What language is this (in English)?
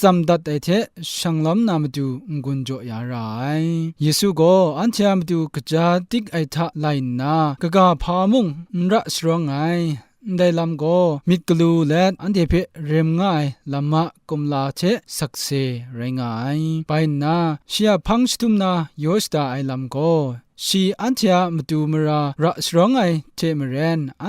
Kachin